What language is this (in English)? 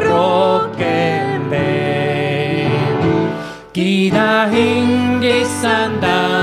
Estonian